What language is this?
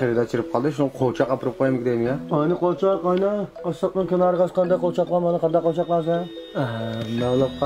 Uyghur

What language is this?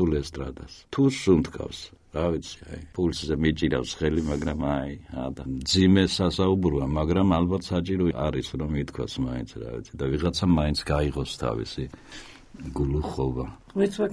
Georgian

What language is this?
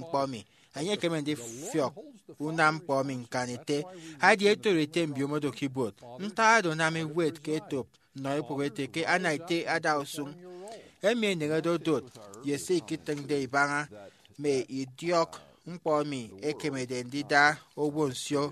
Efik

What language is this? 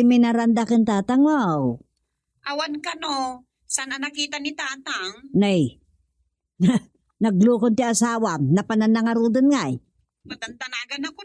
Iloko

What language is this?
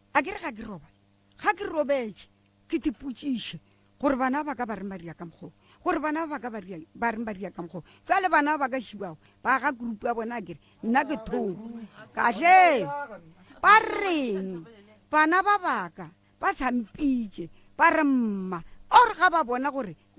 Northern Sotho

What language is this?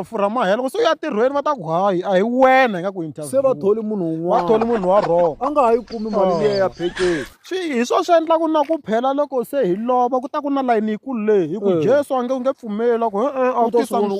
Tsonga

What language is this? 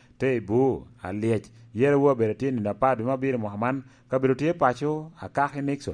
Lango (Uganda)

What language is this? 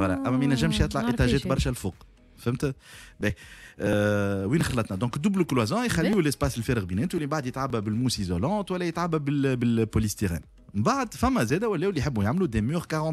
Tunisian Arabic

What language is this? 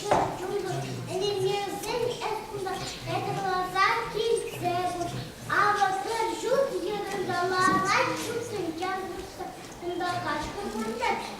Chuvash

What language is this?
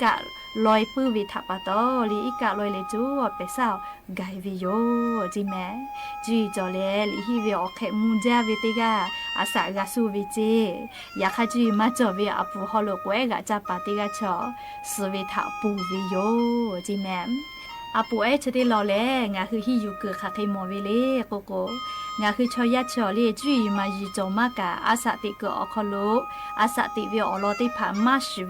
Lahu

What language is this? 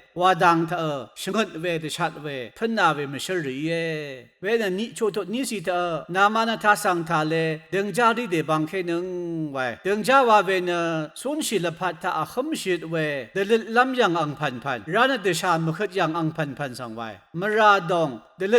Rawang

